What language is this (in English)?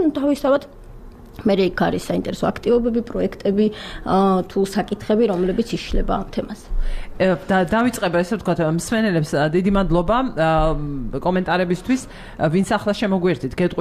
Georgian